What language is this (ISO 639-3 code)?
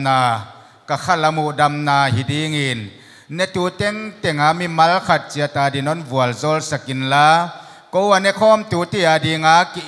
pck